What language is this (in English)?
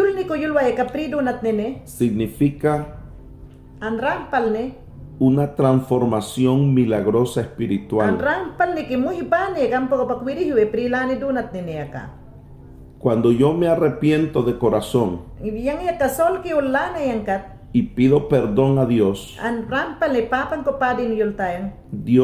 Mayangna